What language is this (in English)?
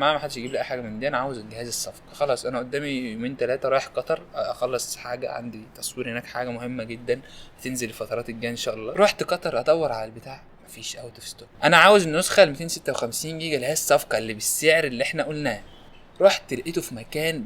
Egyptian Arabic